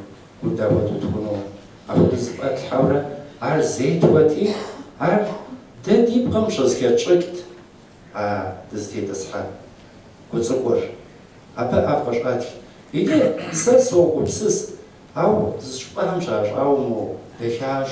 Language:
Kabardian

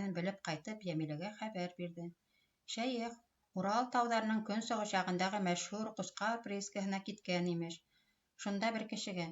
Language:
Bashkir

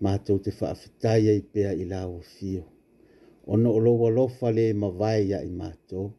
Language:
Samoan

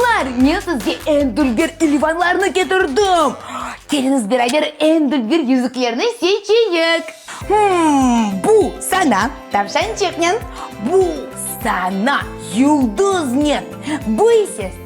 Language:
Crimean Tatar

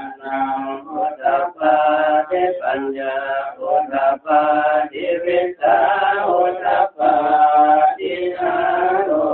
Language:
Pali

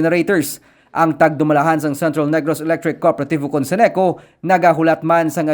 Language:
Hiligaynon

